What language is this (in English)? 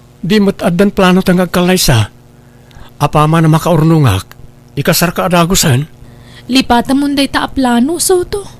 Iloko